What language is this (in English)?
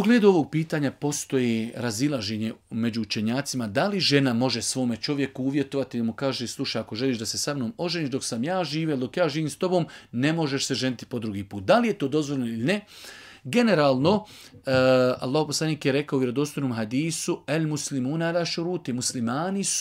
Bosnian